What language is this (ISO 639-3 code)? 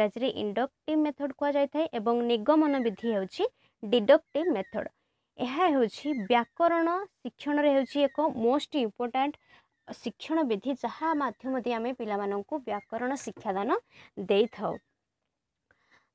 ori